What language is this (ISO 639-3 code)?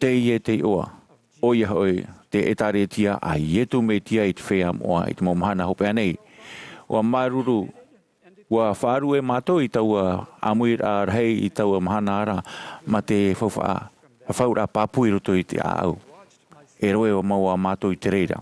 tah